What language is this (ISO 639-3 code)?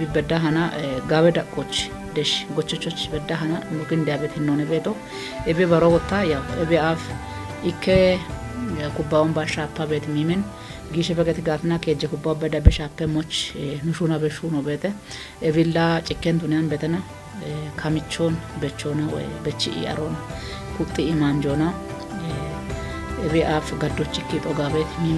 kbr